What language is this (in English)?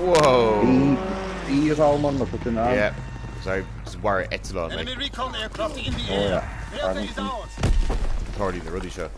Irish